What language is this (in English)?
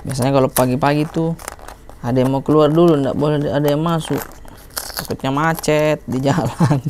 Makassar Malay